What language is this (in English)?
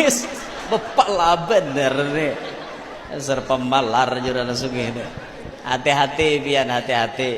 Banjar